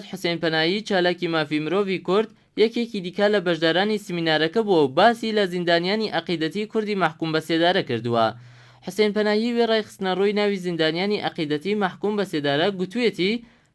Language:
Central Kurdish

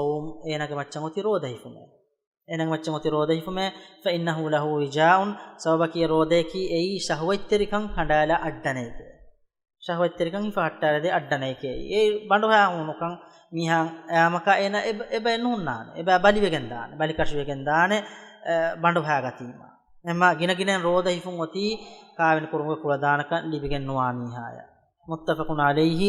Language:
Divehi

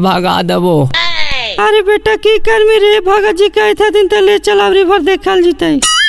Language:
Magahi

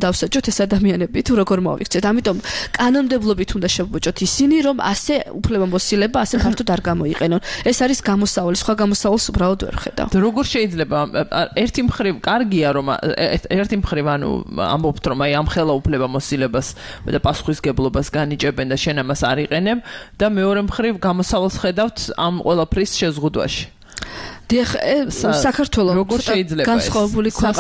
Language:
Georgian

